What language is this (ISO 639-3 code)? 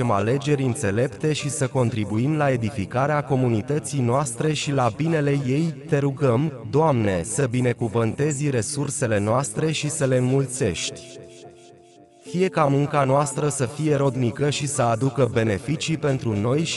ron